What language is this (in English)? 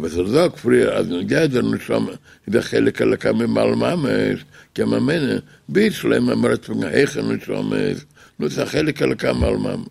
Yiddish